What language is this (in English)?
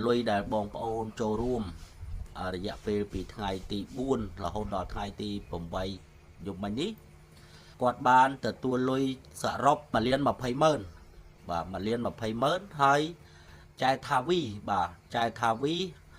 Khmer